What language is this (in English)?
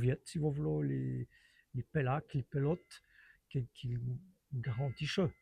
Walloon